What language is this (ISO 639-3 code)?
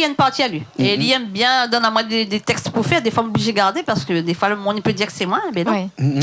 rcf